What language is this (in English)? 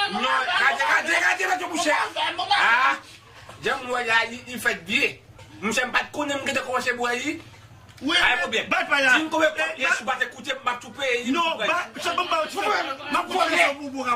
Haitian Creole